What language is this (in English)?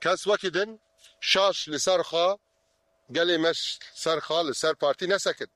Kurdish